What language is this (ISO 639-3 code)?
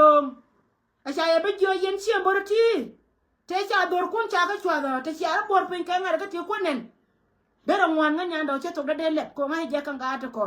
nus